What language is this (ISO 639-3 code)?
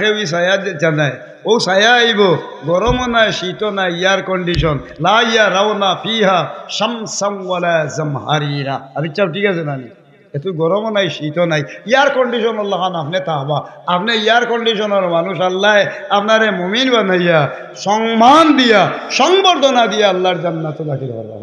syl